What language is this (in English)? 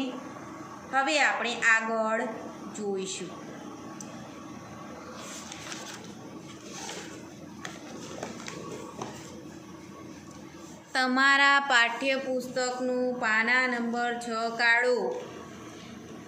Gujarati